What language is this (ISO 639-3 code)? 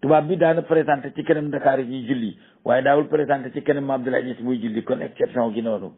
wol